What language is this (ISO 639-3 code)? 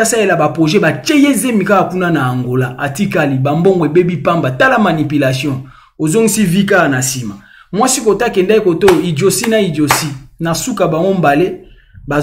lin